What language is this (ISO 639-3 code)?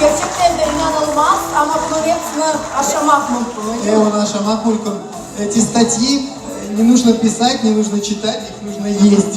crh